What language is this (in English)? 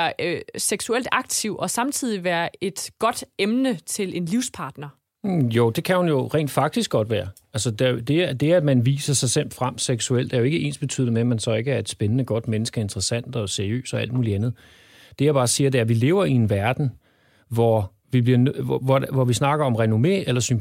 Danish